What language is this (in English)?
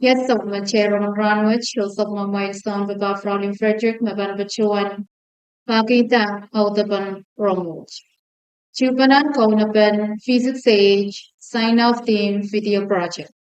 Pohnpeian